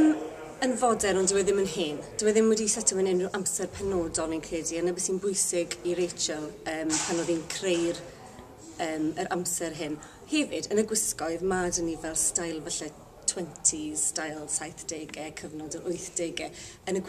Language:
Welsh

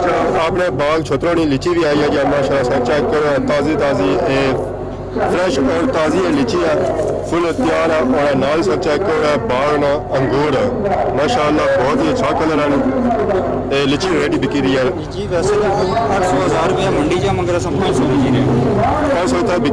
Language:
Pahari-Potwari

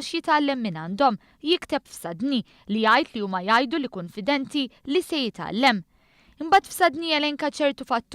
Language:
Maltese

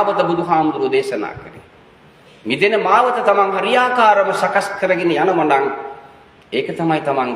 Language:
Sinhala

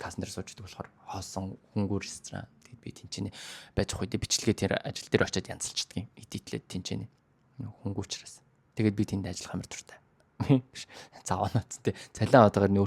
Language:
Mongolian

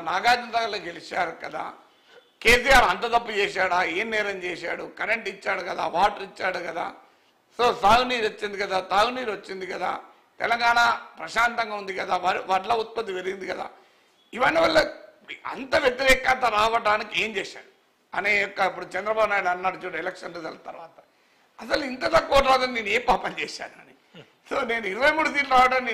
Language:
Telugu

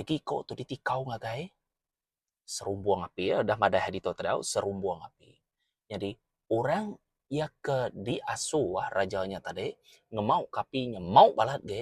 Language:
Iban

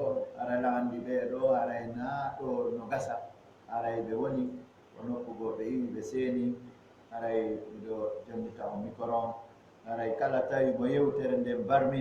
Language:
Fula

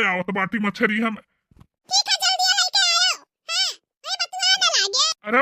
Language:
Bhojpuri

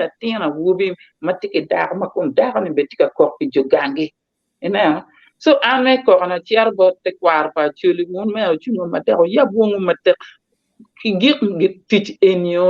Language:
Acoli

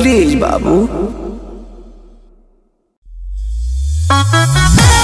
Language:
Bhojpuri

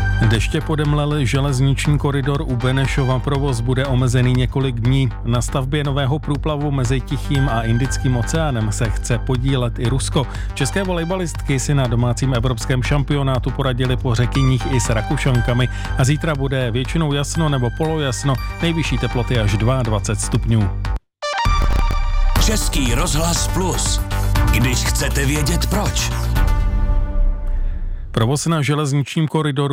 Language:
Czech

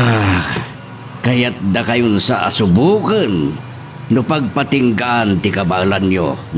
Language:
Iloko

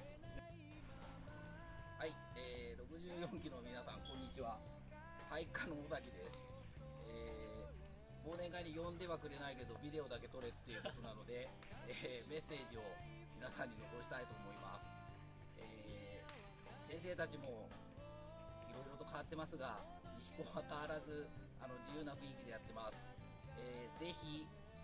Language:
Japanese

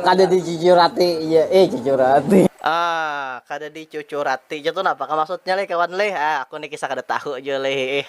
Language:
Banjar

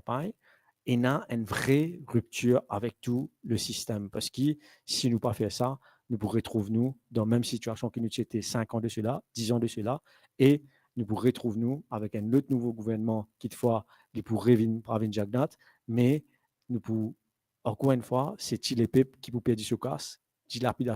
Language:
Morisyen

